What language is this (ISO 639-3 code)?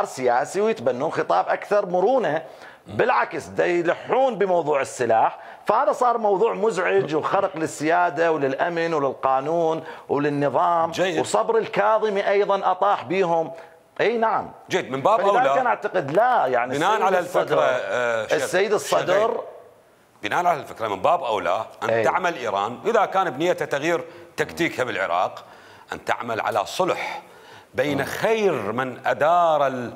acm